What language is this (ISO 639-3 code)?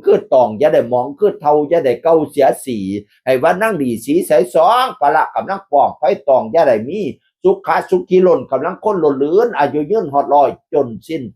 tts